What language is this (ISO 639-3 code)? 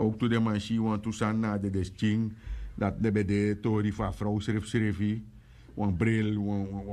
srn